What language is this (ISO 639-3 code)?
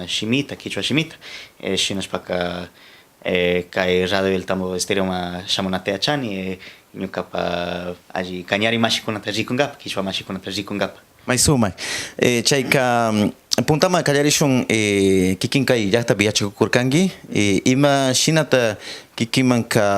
qxr